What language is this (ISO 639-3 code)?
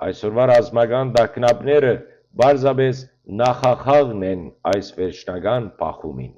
hyw